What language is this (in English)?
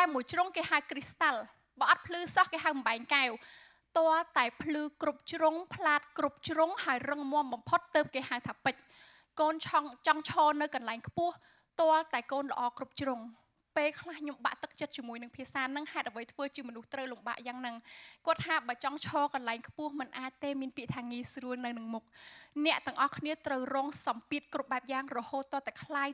Khmer